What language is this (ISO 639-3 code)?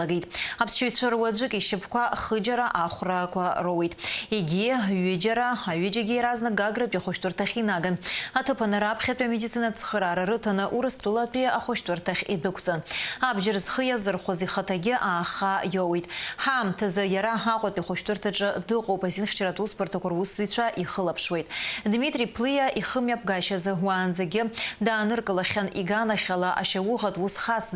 abk